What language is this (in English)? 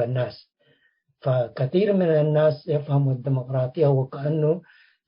Tigre